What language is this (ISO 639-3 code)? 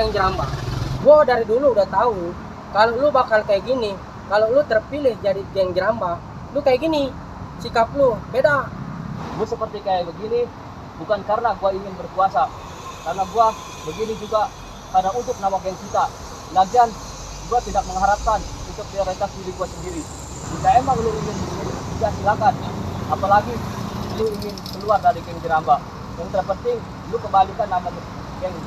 bew